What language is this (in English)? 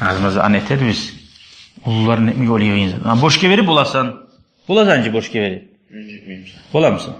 Kumyk